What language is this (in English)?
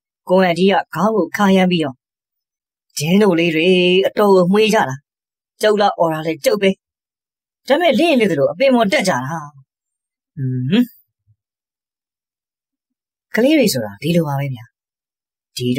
Burmese